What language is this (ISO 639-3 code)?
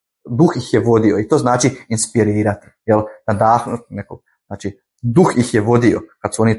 hrv